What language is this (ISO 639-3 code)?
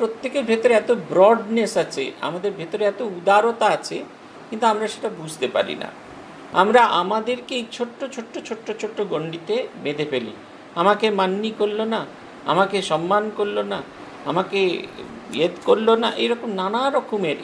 ben